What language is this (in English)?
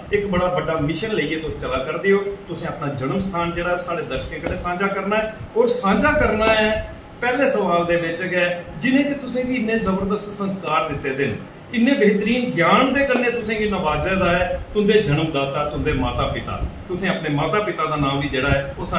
Dogri